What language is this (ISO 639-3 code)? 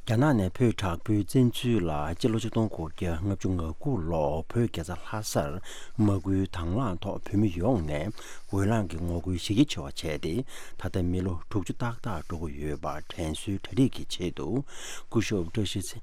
bod